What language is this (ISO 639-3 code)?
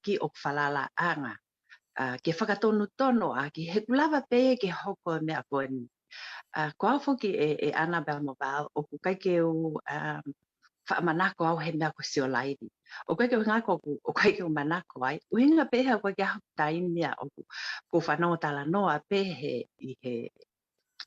ton